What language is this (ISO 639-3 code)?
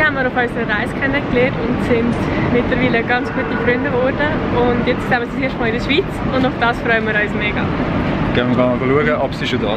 gsw